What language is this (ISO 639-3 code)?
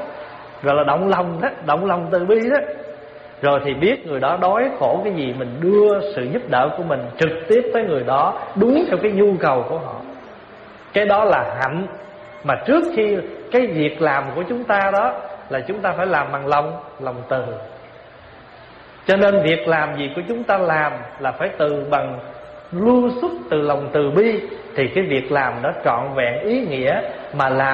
vie